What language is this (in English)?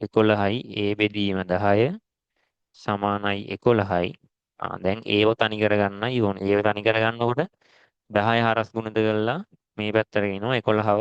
Sinhala